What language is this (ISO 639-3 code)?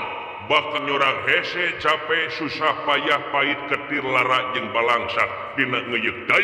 sun